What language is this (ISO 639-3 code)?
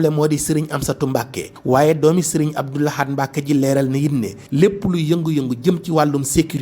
wol